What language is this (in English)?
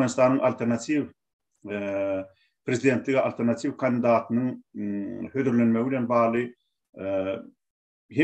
Turkmen